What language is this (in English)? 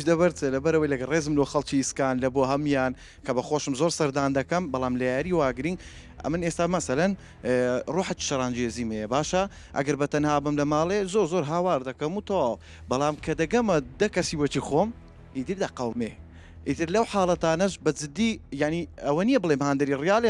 Central Kurdish